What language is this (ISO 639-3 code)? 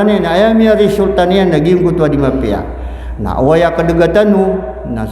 mrw